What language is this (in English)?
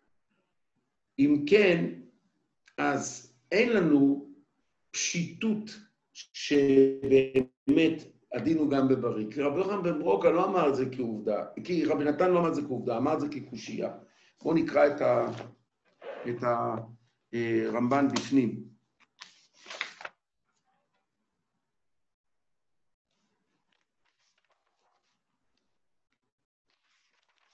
Hebrew